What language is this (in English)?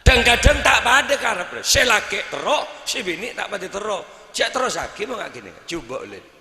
Madurese